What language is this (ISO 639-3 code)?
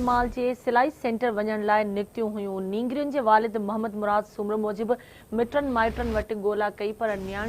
snd